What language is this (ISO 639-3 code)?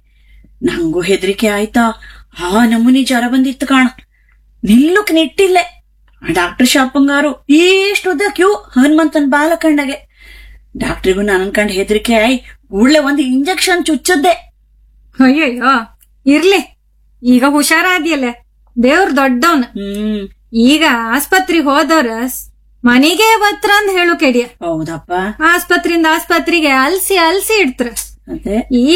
kan